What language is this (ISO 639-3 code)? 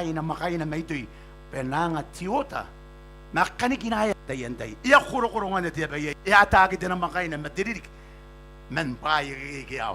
gil